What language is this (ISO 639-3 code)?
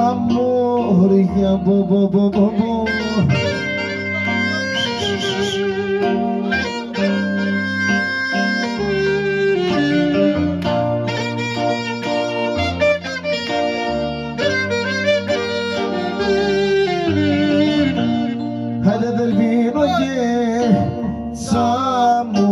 ell